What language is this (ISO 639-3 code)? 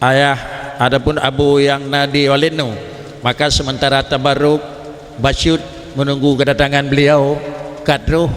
ace